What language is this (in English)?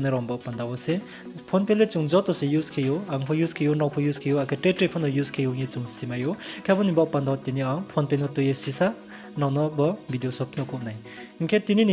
Riang (India)